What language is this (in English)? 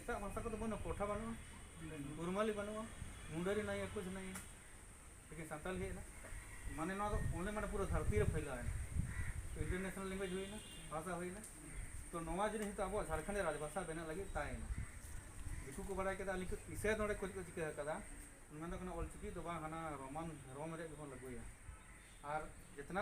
Santali